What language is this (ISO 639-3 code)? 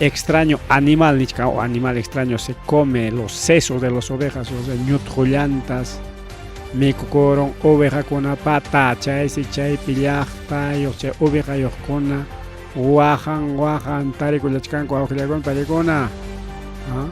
quy